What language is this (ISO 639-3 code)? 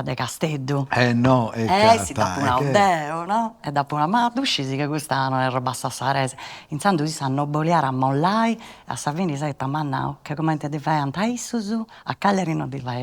srd